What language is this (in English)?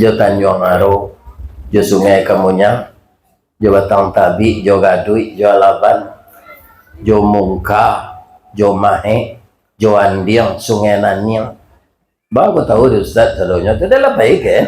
Minangkabau